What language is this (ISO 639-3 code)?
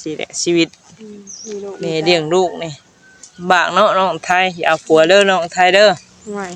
tts